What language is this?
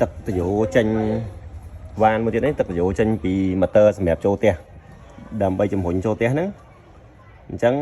Khmer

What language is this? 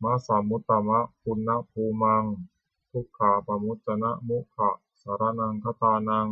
Pali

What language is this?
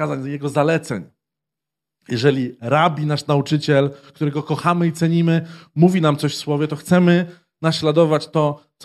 Polish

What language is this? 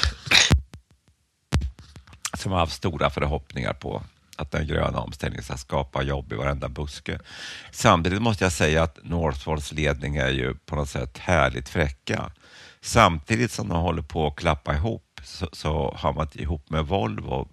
Swedish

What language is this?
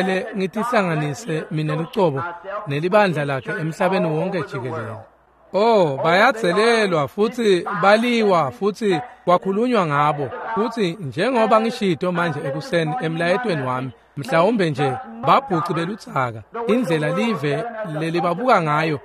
Swati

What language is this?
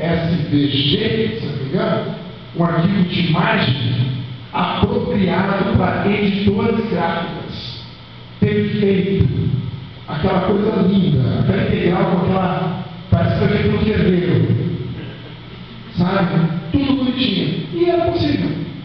Portuguese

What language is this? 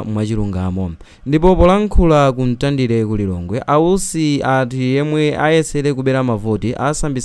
Nyanja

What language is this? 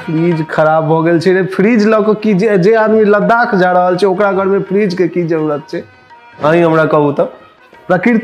Maithili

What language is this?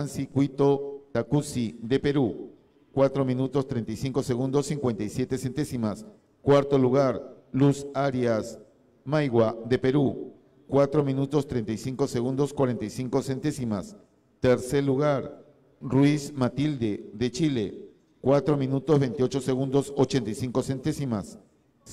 Spanish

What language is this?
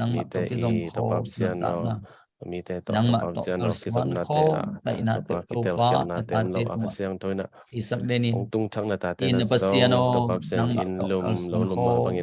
Tedim Chin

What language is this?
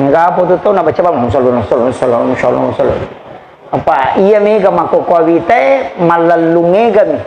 Buginese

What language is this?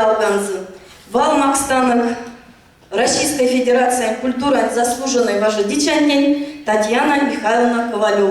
Erzya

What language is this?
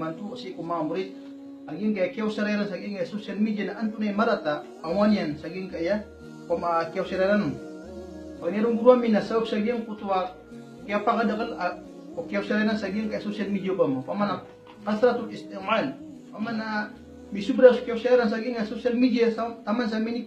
Maranao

